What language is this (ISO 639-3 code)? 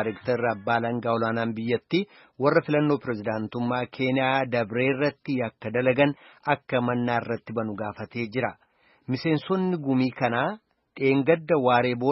orm